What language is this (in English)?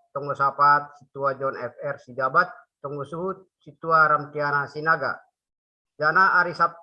Batak Simalungun